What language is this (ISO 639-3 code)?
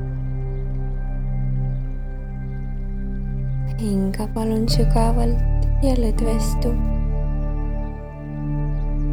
est